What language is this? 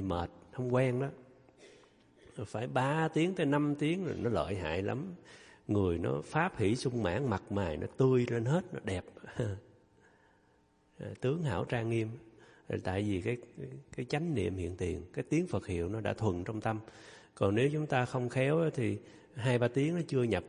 Vietnamese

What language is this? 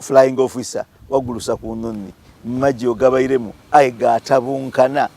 Soga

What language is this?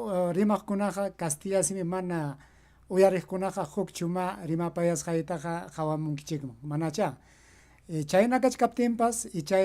Ayacucho Quechua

